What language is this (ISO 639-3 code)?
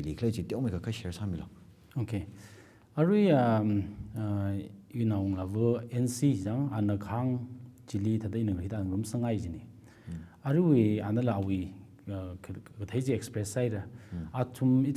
nmf